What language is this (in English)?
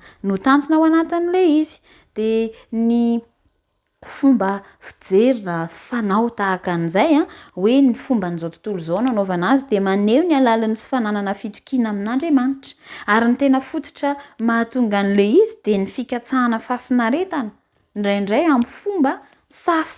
Malagasy